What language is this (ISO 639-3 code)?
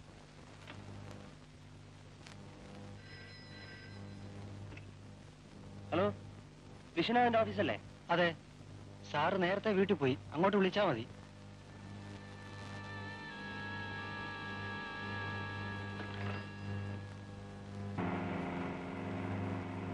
mal